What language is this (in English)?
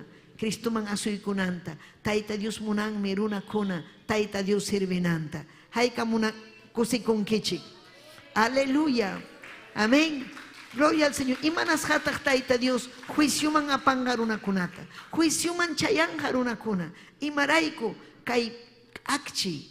Ayacucho Quechua